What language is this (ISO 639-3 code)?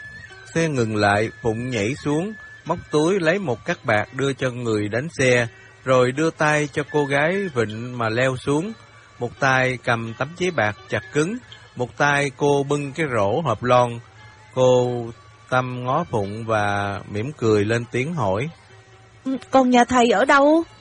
vie